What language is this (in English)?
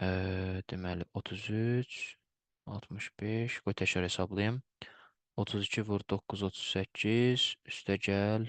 Azerbaijani